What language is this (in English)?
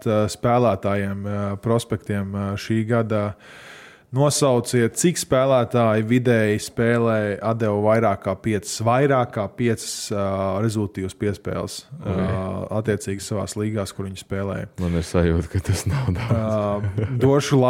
Latvian